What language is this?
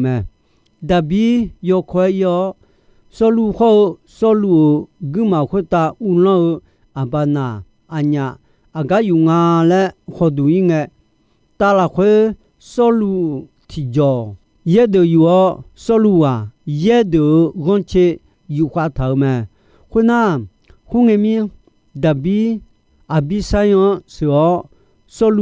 Akha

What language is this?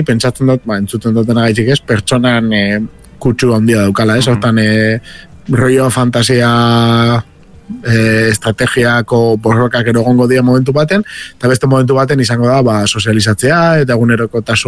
Basque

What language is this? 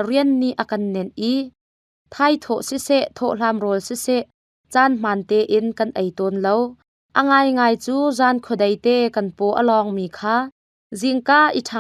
Hakha Chin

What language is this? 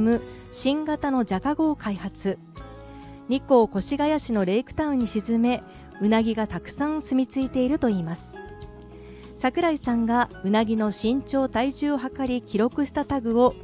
Japanese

